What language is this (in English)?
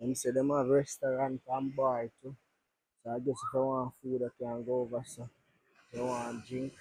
Jamaican Creole English